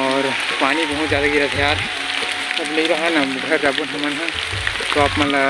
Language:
Chhattisgarhi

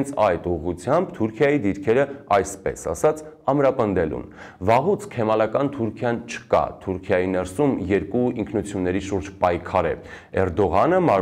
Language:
Armenian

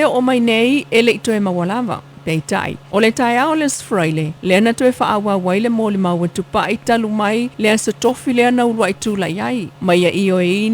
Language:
Samoan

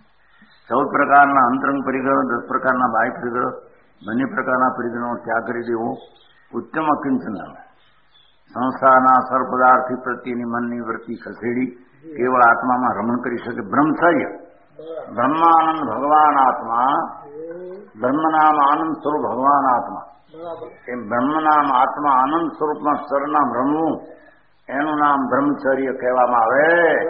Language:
Gujarati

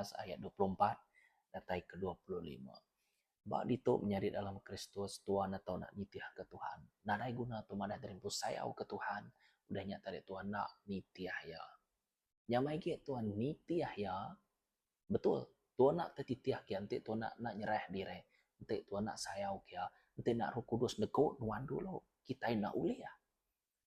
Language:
Iban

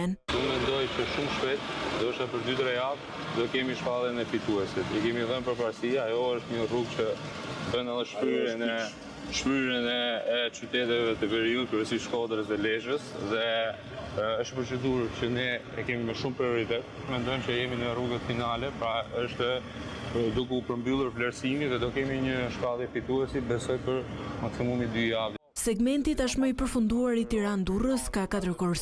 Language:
Albanian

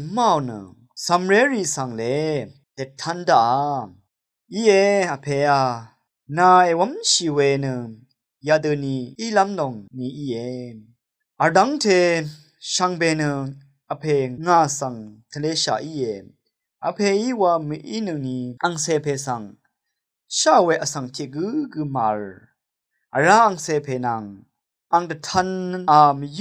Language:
Rawang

